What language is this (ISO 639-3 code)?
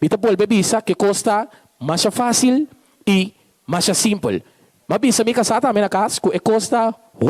pap